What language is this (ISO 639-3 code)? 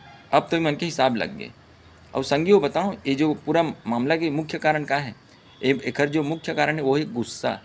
hne